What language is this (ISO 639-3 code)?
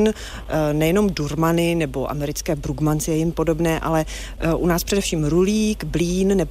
ces